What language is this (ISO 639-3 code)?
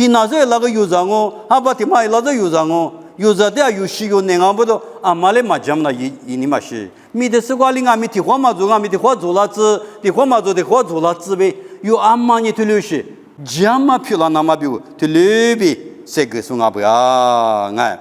lis